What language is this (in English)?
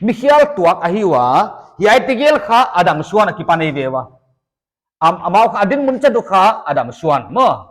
Paite Chin